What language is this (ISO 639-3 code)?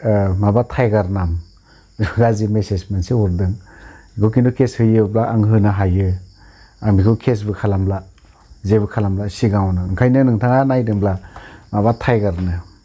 brx